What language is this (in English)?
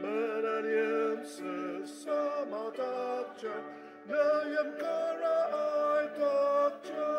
Ao Naga